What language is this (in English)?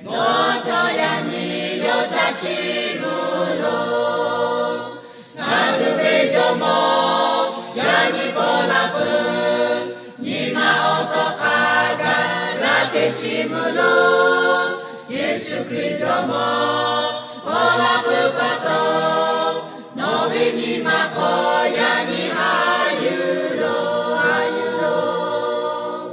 Lahu